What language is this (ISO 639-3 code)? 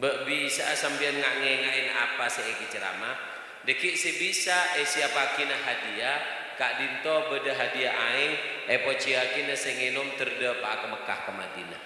mad